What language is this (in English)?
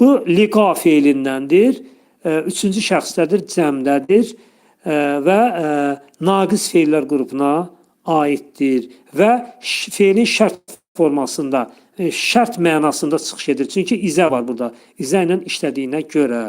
Azerbaijani